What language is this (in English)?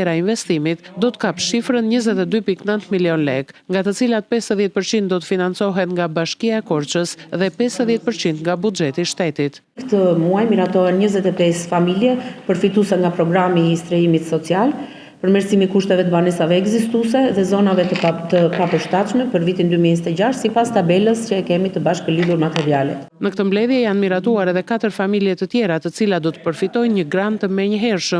Albanian